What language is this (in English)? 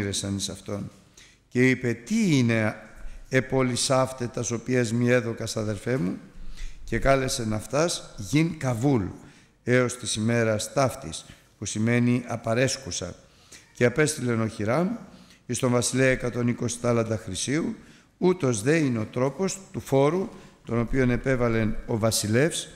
Greek